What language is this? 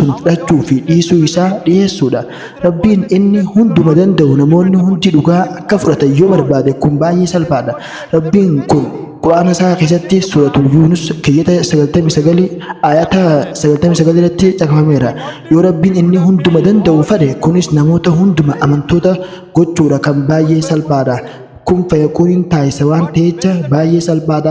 Oromo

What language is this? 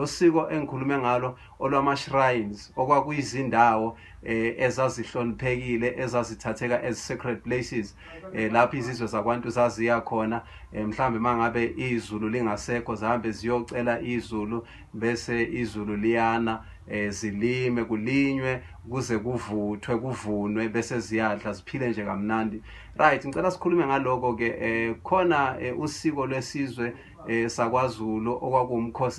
Zulu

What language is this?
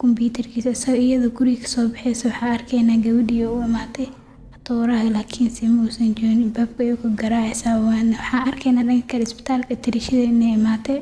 Somali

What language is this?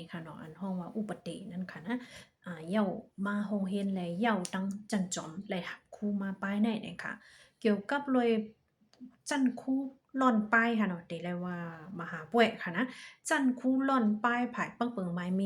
Shan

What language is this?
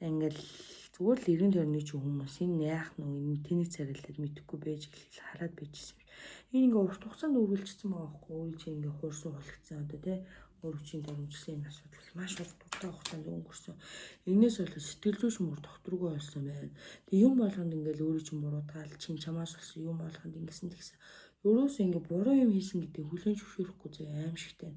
Mongolian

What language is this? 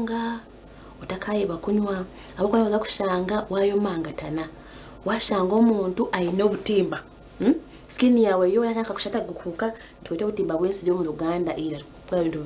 Nyankole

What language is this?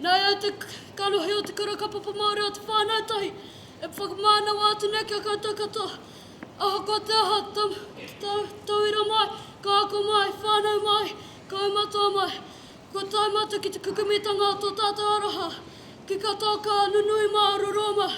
Māori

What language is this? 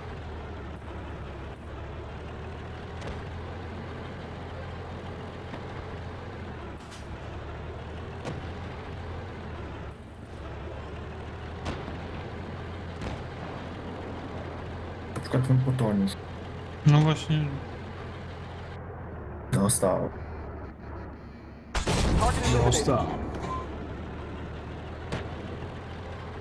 Polish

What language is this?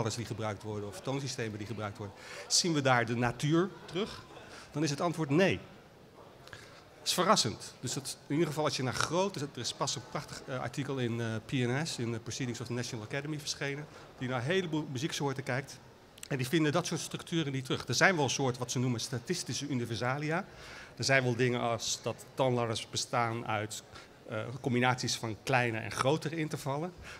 Dutch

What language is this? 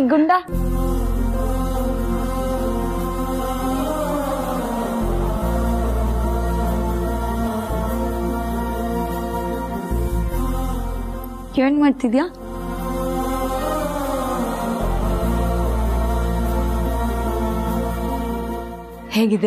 Kannada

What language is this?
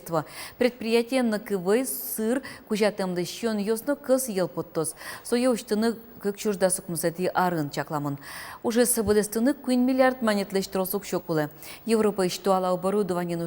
Udmurt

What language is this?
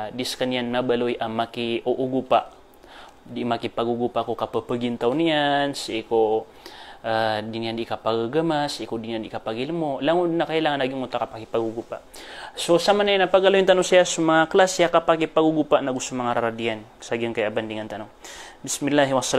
Maranao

